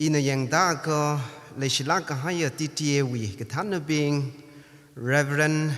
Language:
Tangkhul Naga (India)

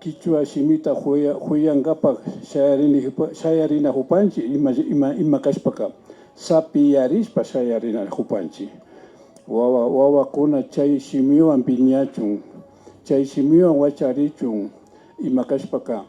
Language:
Imbabura Highland Quichua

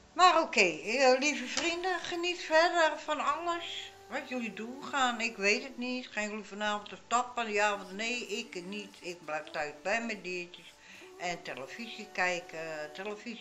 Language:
Dutch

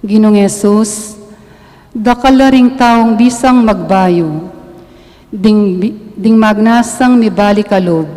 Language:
Pampanga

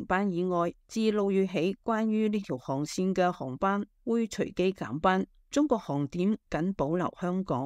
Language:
Cantonese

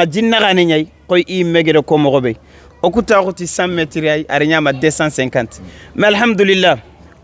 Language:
Soninke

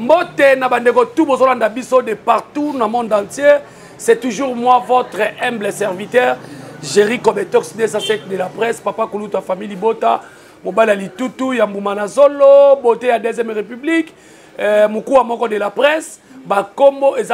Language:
Lingala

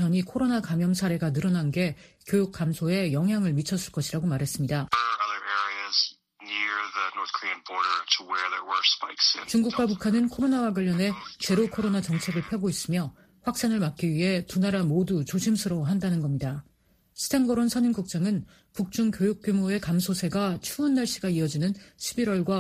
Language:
Korean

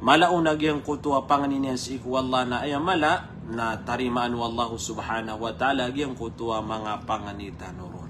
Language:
Maranao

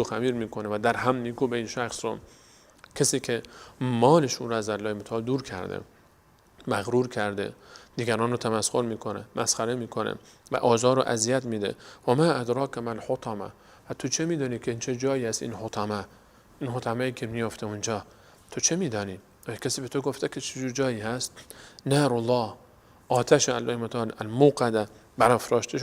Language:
Persian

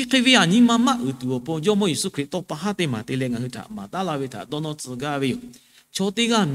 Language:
Lahu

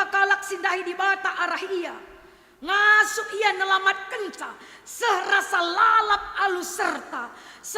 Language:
Batak Karo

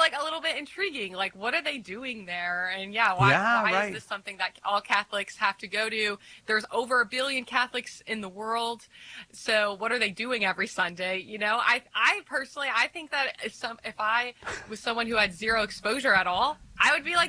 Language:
English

